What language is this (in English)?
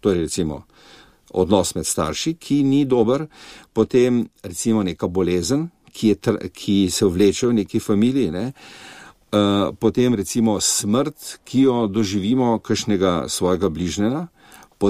Slovenian